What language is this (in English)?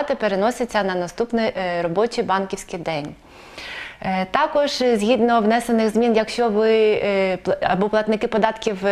Ukrainian